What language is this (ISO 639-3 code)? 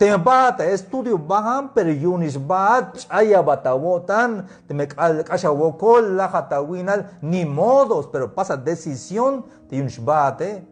tzh